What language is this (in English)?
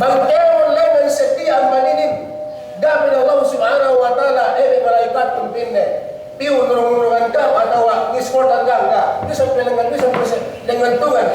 Yakan